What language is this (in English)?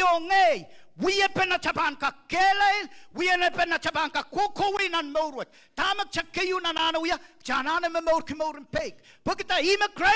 Pohnpeian